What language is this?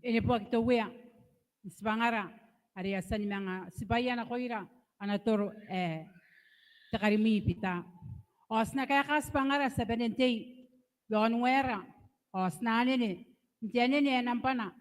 Gilbertese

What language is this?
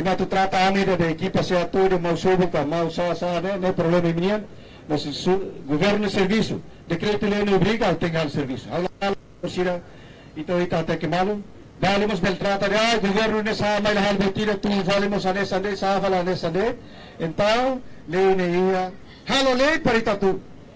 Tetum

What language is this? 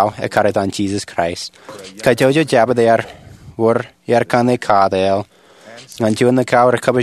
Marshallese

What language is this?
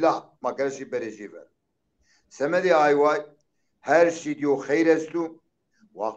Zaza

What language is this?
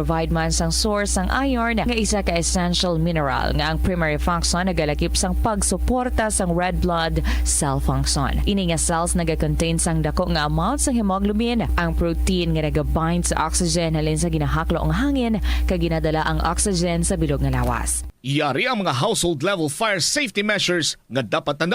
Hiligaynon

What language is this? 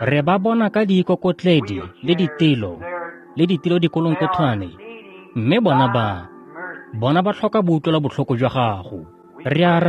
Tswana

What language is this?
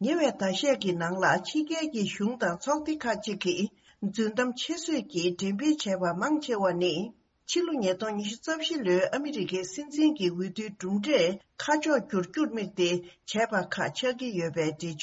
Tibetan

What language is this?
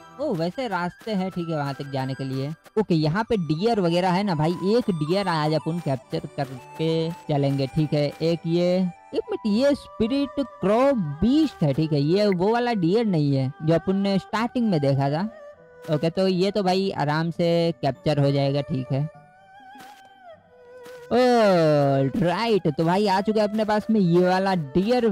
Hindi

